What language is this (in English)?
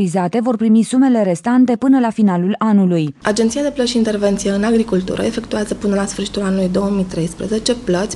Romanian